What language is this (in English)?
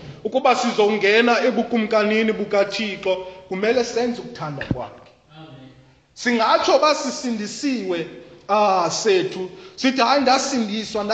Xhosa